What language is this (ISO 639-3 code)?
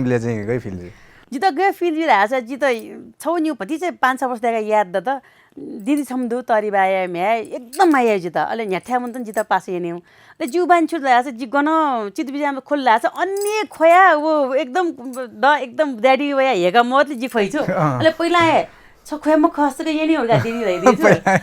new